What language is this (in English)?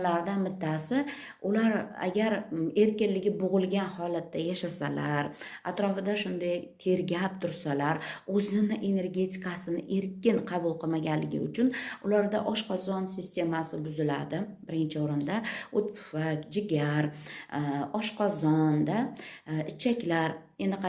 Uzbek